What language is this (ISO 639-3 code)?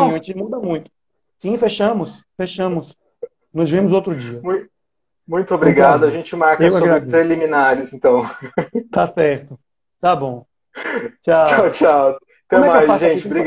por